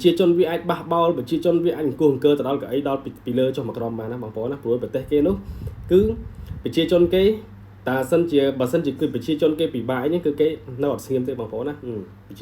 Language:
Khmer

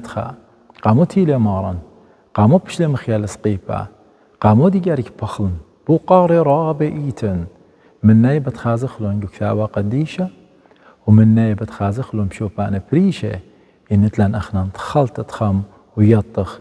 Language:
Assyrian Neo-Aramaic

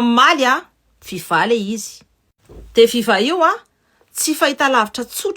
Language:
Malagasy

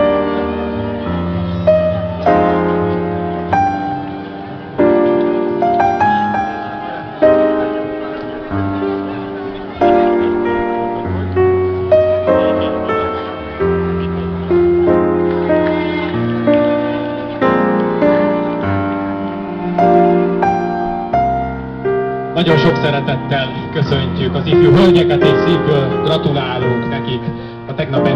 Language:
Hungarian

